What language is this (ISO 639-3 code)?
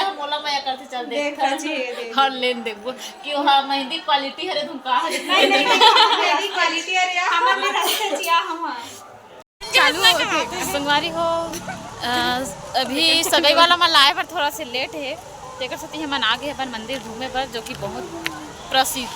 hne